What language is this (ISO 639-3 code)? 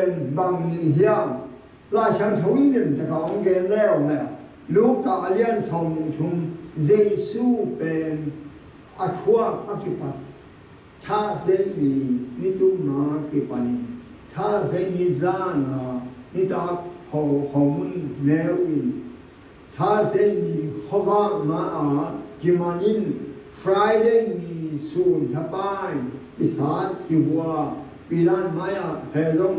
ctd